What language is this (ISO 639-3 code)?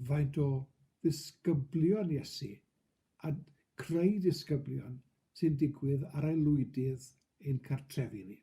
cym